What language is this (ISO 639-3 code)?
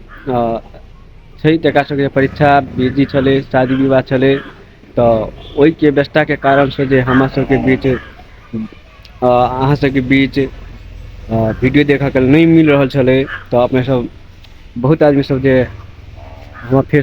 mai